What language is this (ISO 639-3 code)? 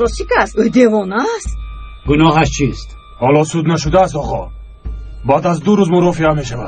tgk